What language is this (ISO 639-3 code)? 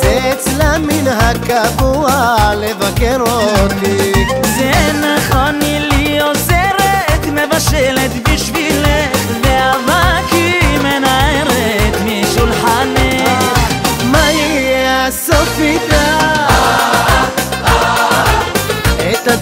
heb